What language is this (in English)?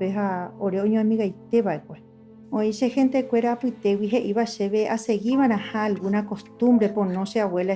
Guarani